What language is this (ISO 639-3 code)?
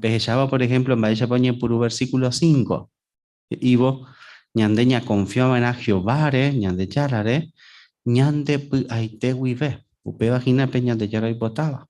grn